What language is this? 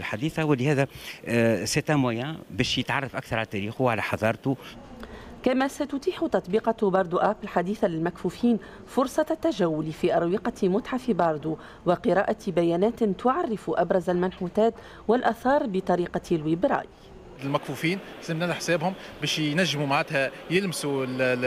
Tunisian Arabic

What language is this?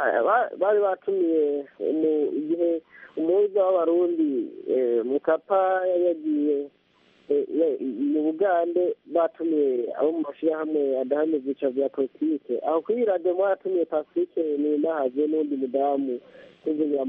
Kinyarwanda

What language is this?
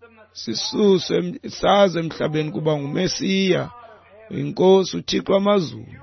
Xhosa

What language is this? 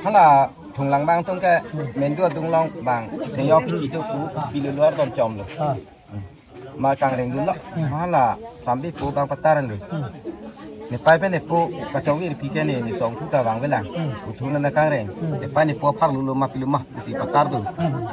Karbi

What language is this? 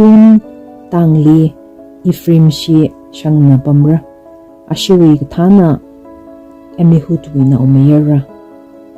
Tangkhul Naga (India)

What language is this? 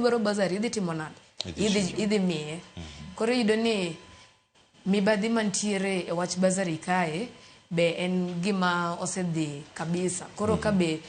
Luo (Kenya and Tanzania)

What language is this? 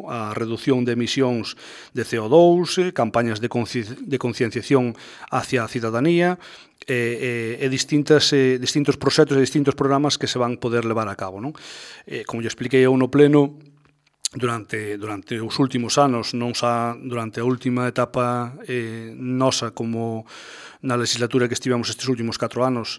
Galician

